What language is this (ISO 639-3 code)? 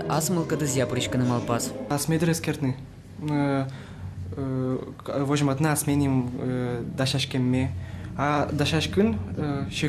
udm